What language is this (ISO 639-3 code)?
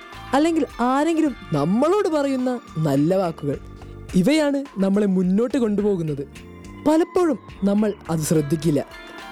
mal